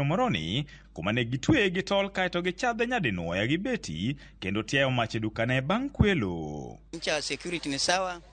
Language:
Luo (Kenya and Tanzania)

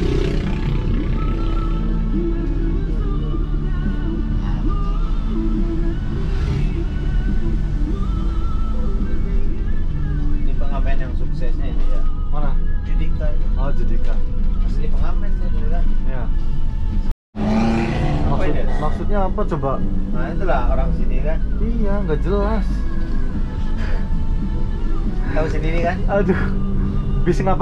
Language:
Indonesian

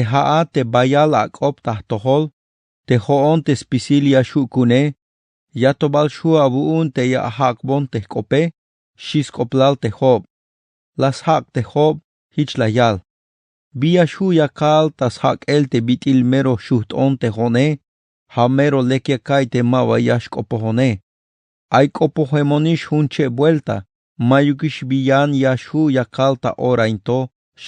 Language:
Tzeltal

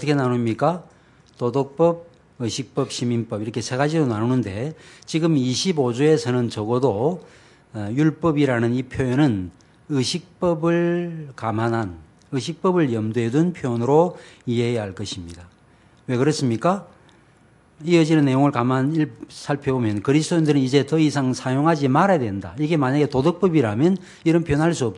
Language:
Korean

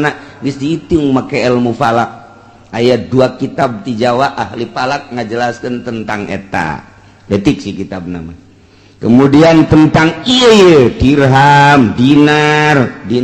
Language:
Sundanese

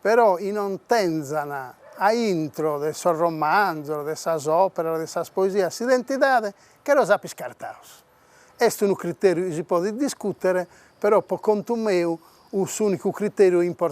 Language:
Sardinian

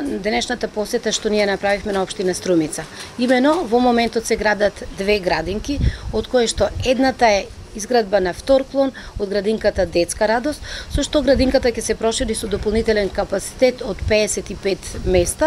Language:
Macedonian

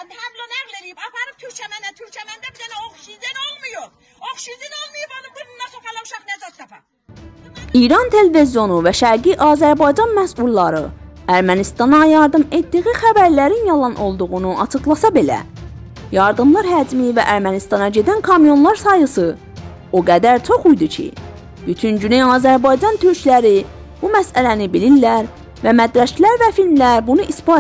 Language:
South Azerbaijani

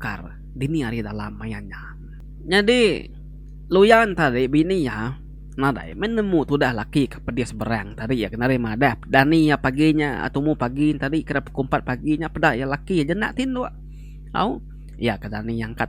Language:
Iban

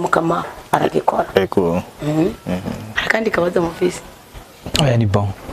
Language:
Rundi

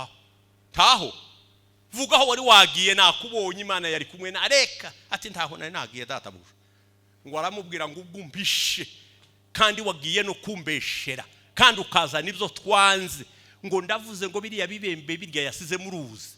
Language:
Rundi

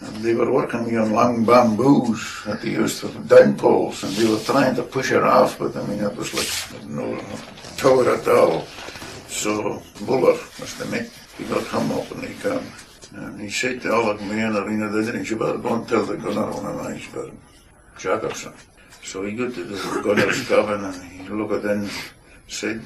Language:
Scots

